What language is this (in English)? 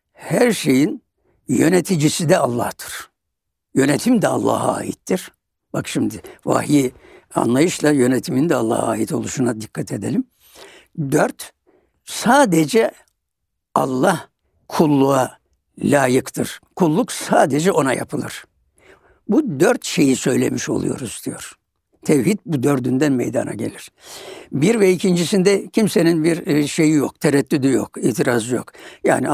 Turkish